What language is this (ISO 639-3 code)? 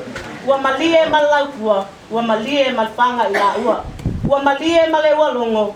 smo